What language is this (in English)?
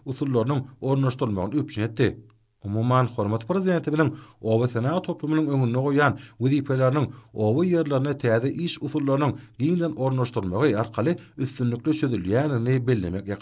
Turkmen